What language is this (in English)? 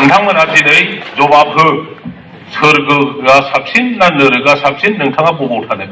Bodo